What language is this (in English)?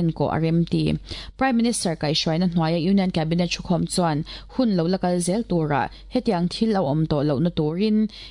Mizo